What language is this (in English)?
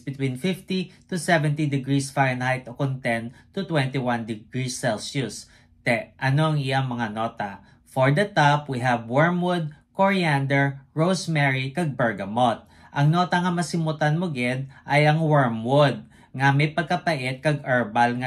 Hiligaynon